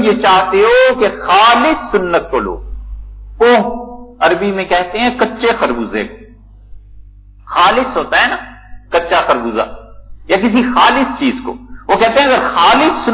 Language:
Urdu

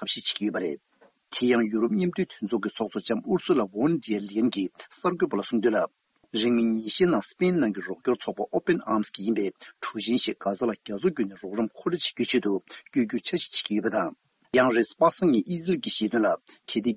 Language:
Tibetan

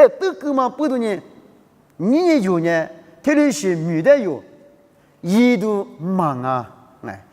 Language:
Lisu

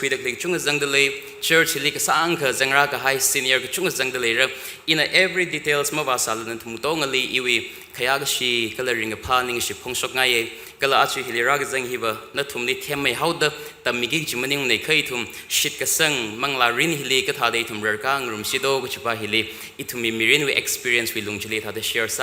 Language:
Tangkhul Naga (India)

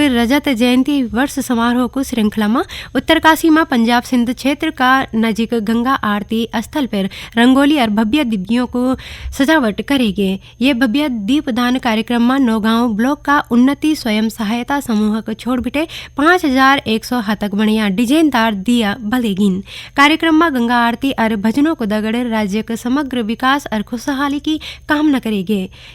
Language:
Garhwali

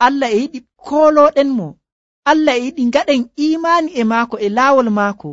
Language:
Nigerian Fulfulde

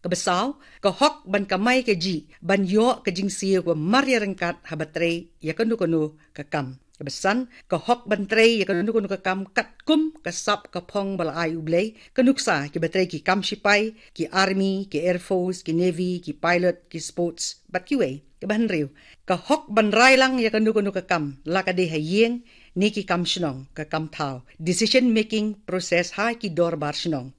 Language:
Khasi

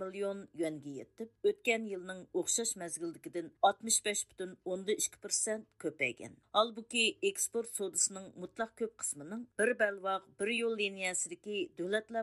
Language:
Uyghur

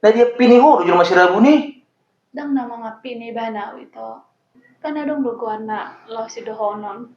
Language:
Batak Toba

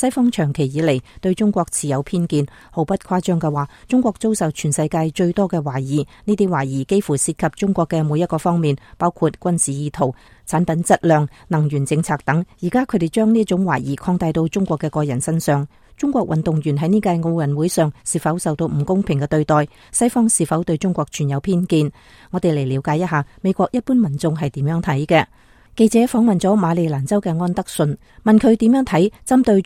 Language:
Cantonese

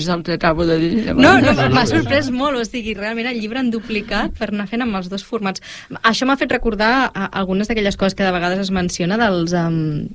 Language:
Catalan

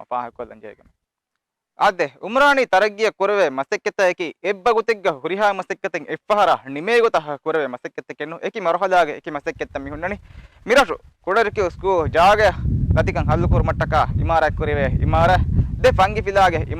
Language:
Divehi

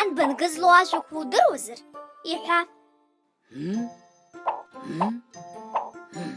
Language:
Abkhazian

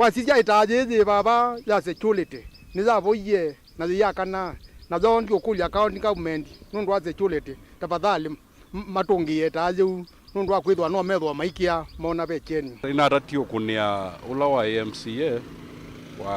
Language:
Kamba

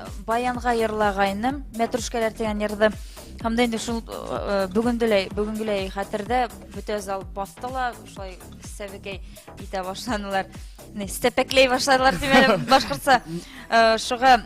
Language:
Bashkir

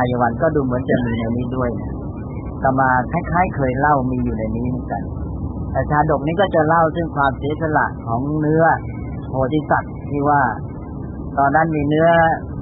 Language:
Thai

